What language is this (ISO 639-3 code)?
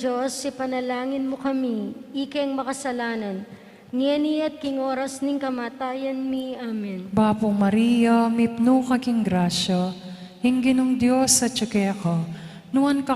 pam